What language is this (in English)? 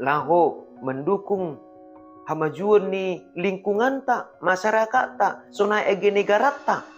Batak Simalungun